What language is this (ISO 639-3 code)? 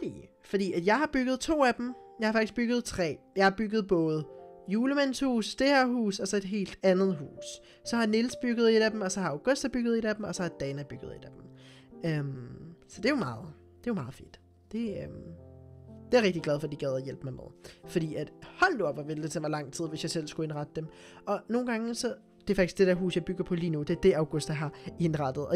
dan